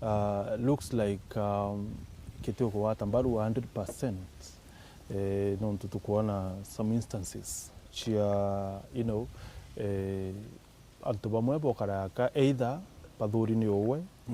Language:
Meru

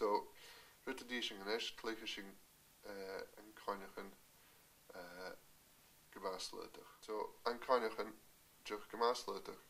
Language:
Scottish Gaelic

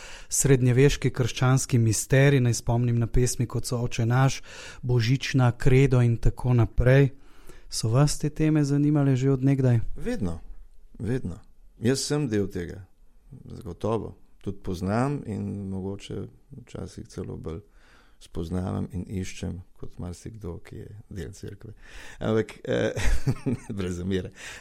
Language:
Slovenian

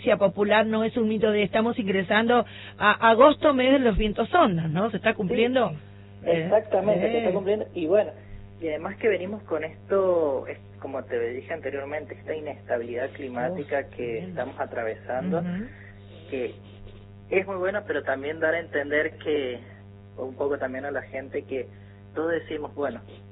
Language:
Spanish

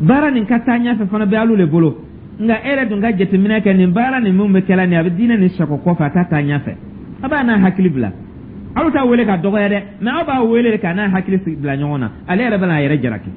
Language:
Dyula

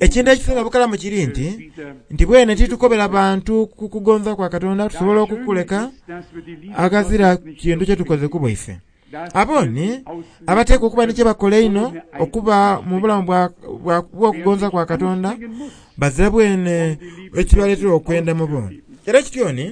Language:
Soga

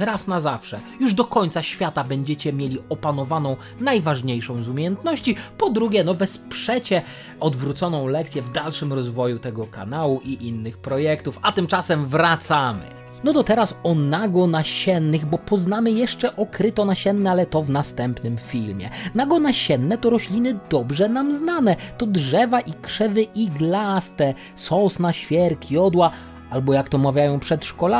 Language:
Polish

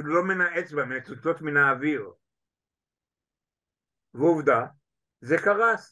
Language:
Hebrew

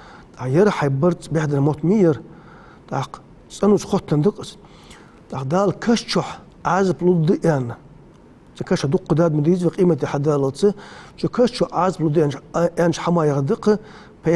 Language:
Ingush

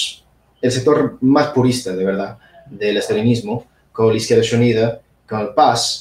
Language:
Asturian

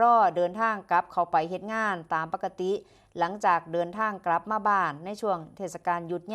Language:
Northeastern Thai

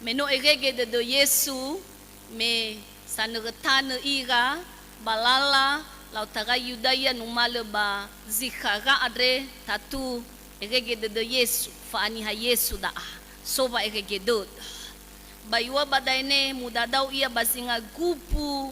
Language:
Nias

